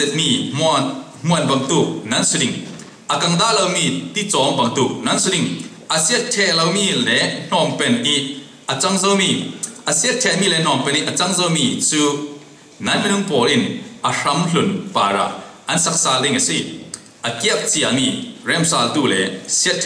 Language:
Falam Chin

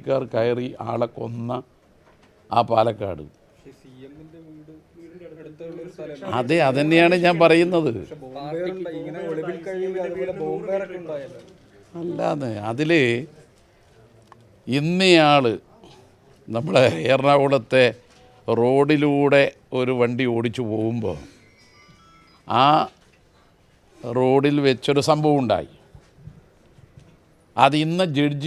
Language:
Malayalam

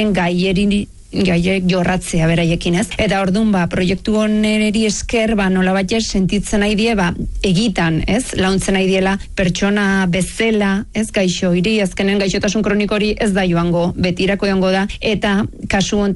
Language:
Basque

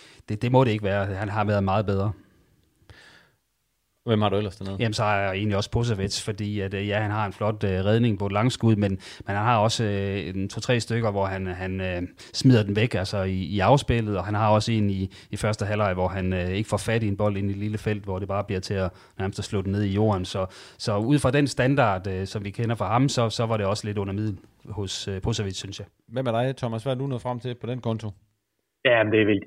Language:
Danish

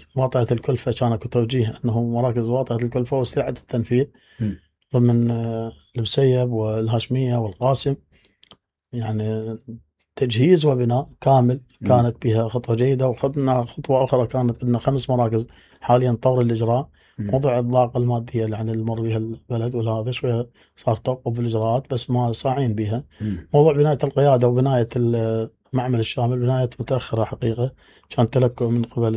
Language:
Mesopotamian Arabic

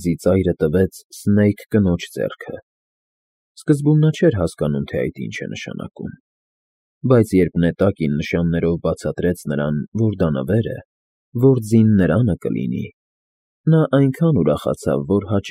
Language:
Armenian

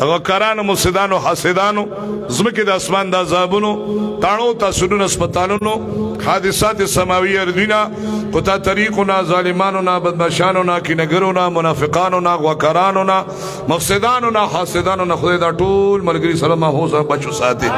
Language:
Pashto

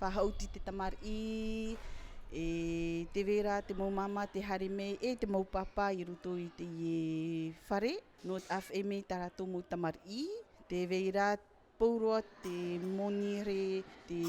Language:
Tahitian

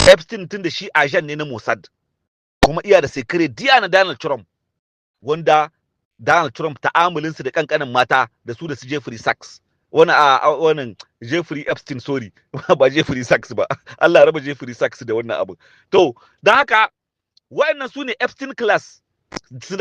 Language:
Hausa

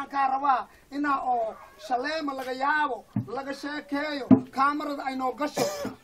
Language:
Somali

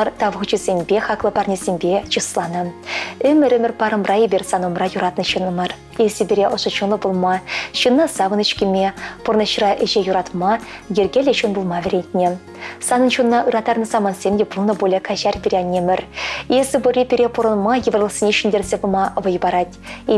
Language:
Chuvash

